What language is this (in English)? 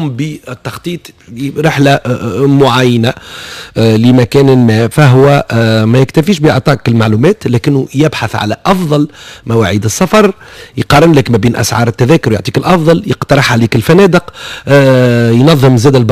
Tunisian Arabic